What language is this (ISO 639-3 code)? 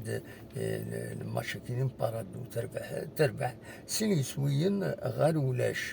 kab